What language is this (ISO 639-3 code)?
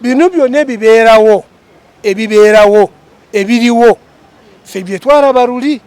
lug